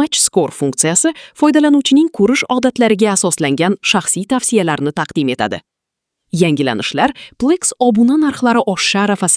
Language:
Uzbek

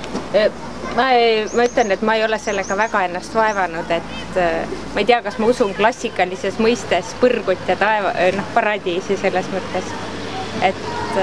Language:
Estonian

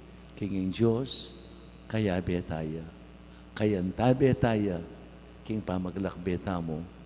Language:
Pampanga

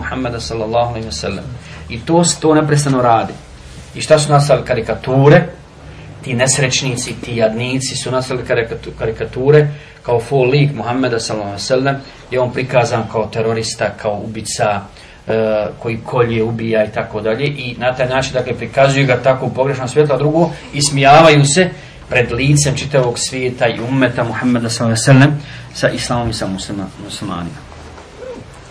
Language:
Bosnian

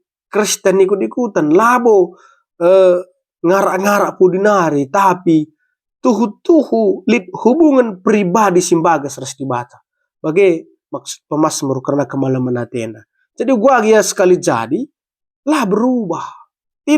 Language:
Batak Karo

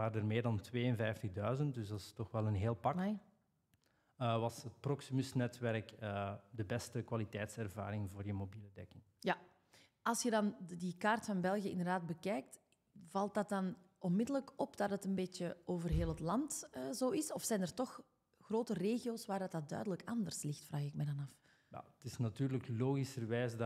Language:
Dutch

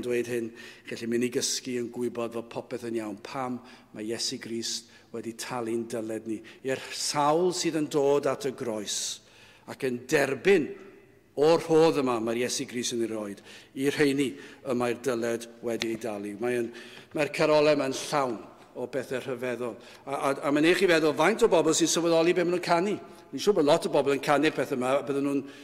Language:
Welsh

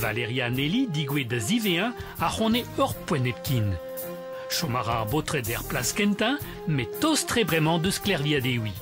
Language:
Breton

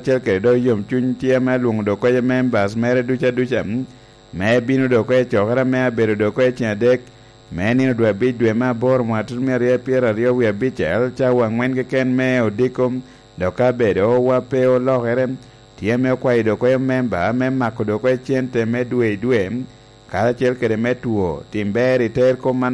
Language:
Lango (Uganda)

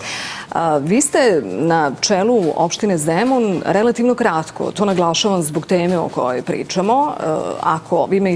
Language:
Serbian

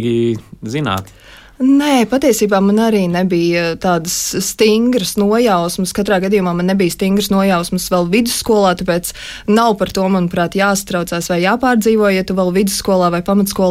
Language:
Latvian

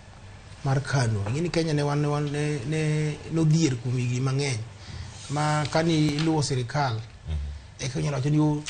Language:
Luo (Kenya and Tanzania)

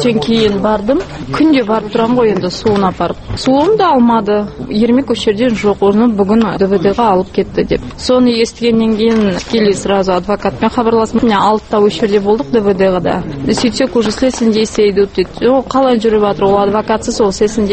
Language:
Kazakh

